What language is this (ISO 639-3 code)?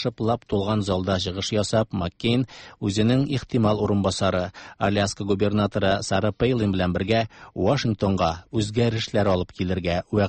tat